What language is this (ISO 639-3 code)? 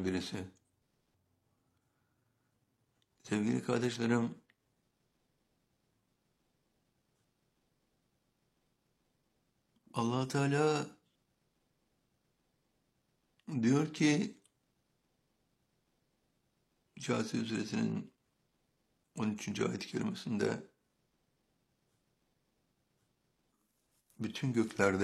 tur